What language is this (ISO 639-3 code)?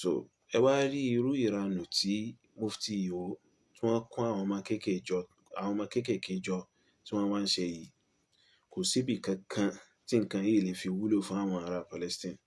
yor